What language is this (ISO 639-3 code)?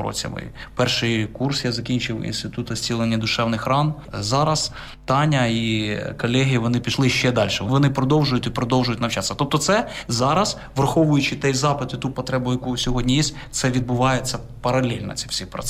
ukr